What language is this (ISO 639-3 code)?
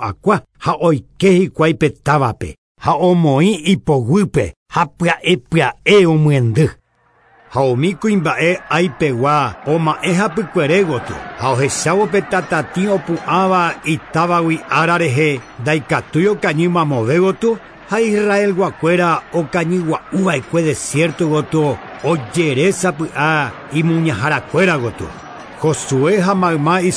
grn